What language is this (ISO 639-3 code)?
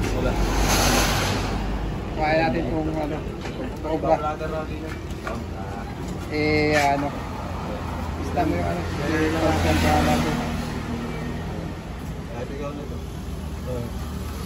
fil